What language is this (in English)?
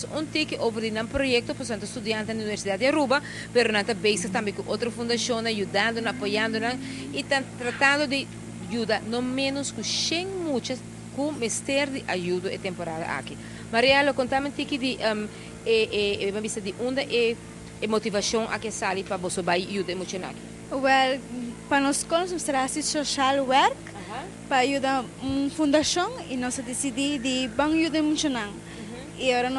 Papiamento